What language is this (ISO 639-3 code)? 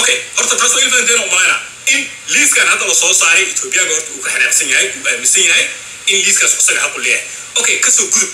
som